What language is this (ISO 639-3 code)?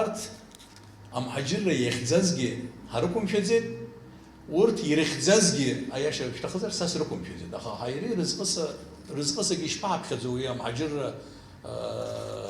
abk